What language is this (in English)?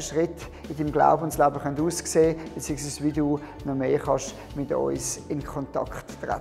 Swiss German